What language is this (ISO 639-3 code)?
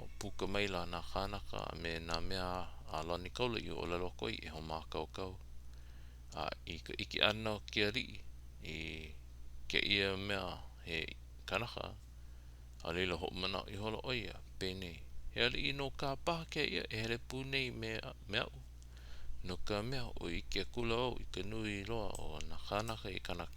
haw